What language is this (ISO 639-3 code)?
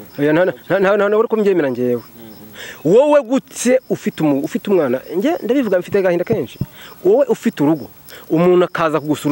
kin